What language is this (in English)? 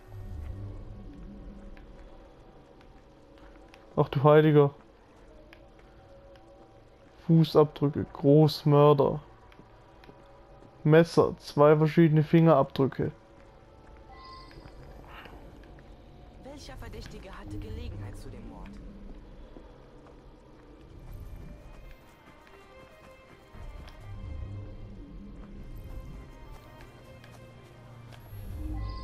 German